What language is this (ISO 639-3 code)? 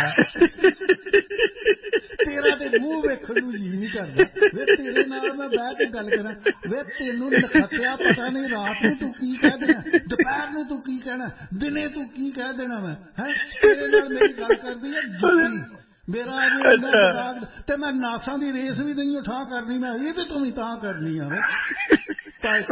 pan